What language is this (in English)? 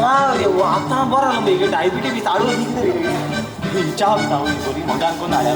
Konkani